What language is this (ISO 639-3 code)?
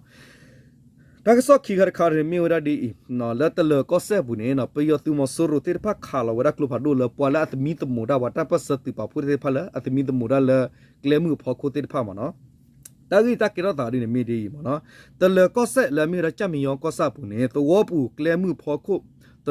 ksw